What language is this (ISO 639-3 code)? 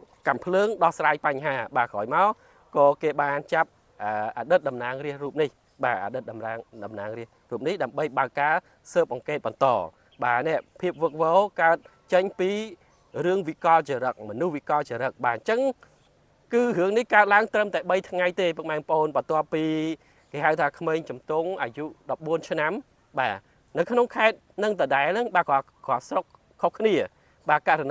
khm